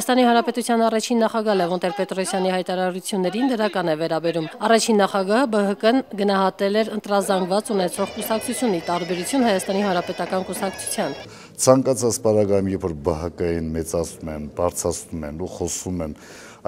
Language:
Armenian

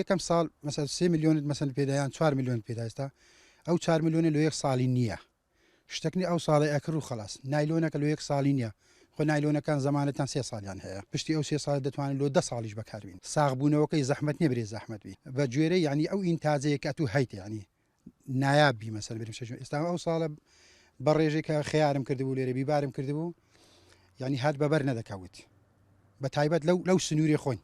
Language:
Central Kurdish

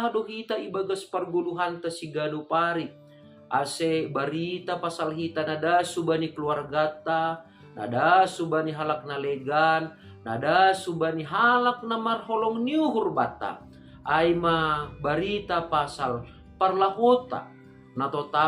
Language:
Batak Simalungun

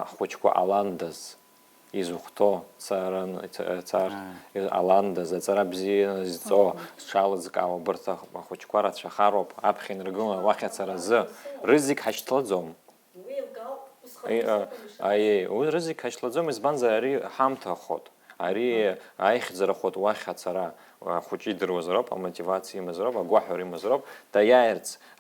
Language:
Abkhazian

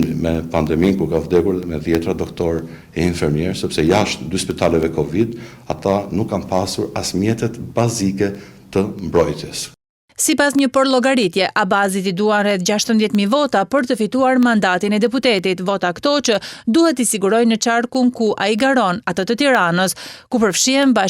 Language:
Albanian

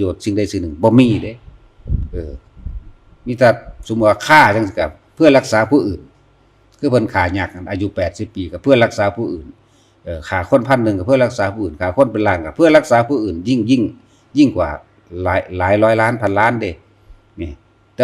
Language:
Northeastern Thai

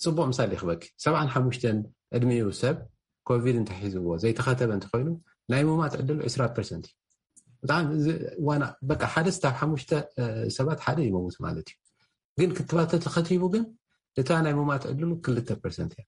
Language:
Tigrinya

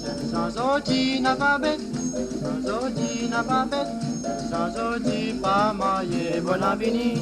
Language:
Morisyen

